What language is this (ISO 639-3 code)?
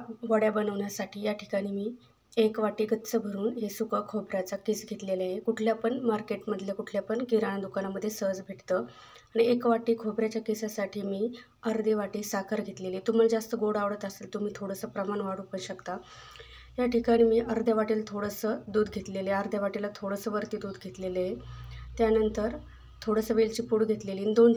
mar